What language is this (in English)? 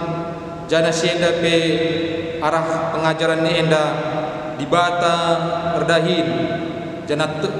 Batak Karo